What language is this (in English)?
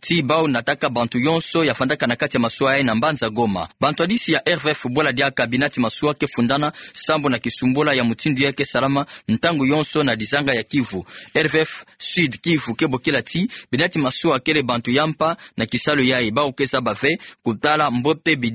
Kituba (Democratic Republic of Congo)